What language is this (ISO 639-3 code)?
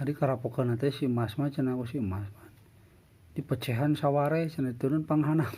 sun